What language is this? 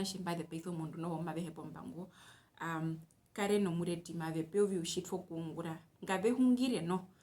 Herero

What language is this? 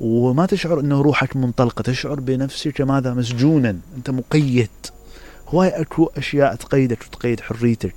Mesopotamian Arabic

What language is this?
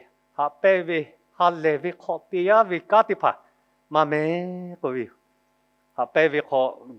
Lahu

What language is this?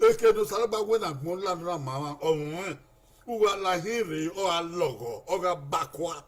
Bini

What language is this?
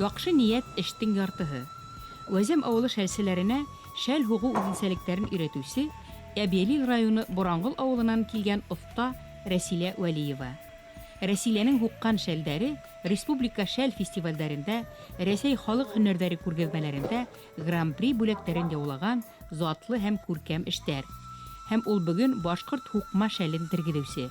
Bashkir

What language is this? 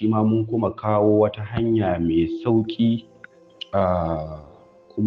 Hausa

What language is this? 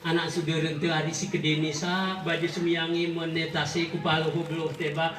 Gayo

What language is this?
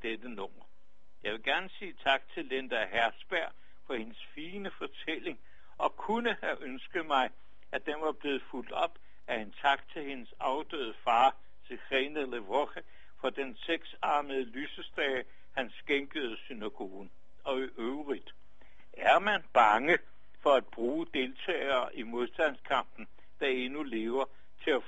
Danish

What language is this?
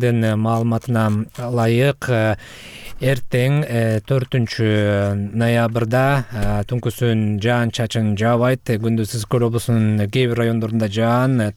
Kyrgyz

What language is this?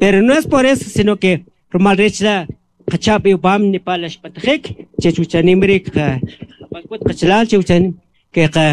Kʼicheʼ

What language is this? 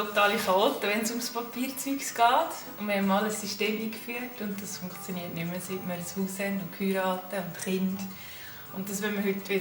Swiss German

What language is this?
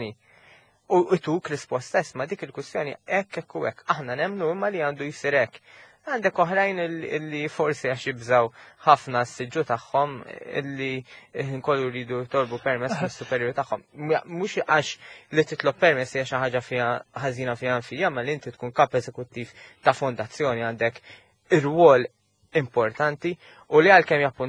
Maltese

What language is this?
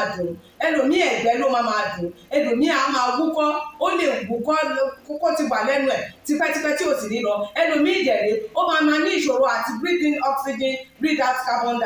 Yoruba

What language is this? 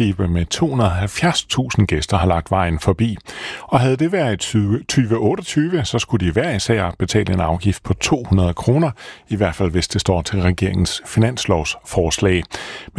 Danish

